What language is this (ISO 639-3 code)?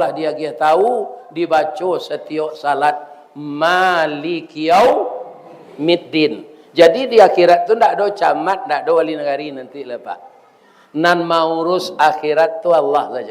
min